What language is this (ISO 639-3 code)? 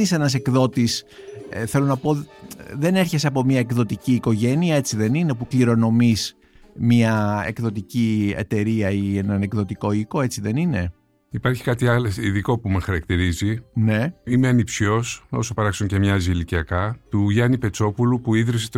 ell